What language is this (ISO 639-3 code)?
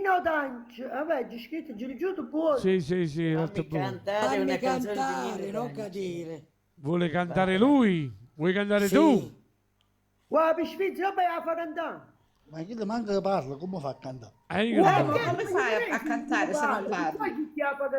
nap